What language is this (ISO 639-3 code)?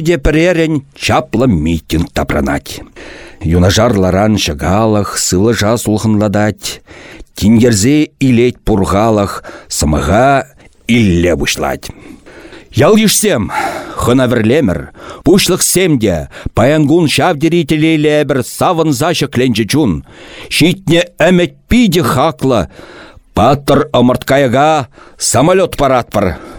chv